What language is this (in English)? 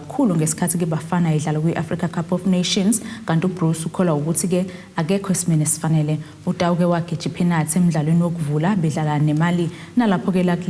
Zulu